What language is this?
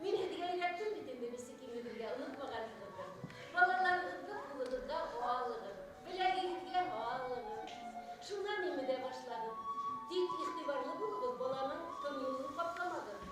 Bashkir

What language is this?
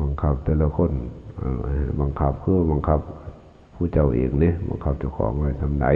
Lao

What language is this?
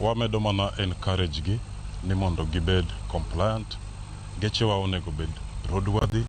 Luo (Kenya and Tanzania)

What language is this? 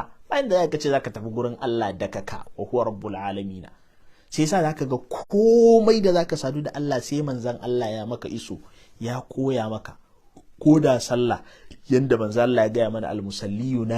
Hausa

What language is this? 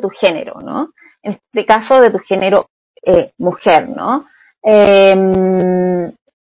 Spanish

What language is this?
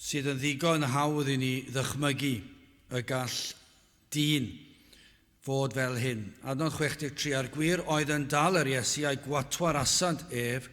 Welsh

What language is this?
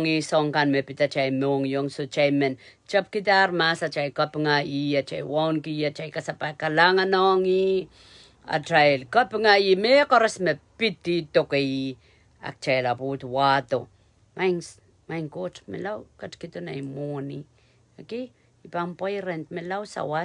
Pohnpeian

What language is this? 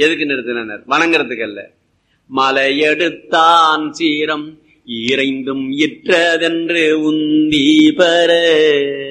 Tamil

